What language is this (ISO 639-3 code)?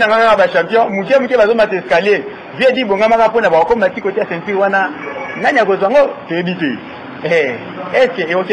lin